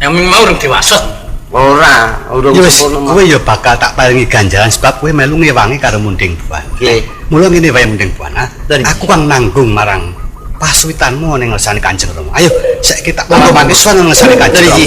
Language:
Javanese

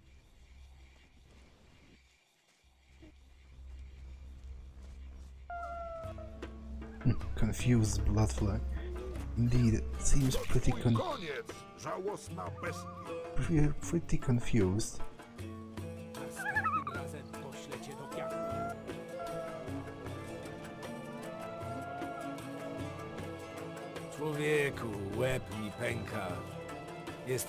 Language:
Polish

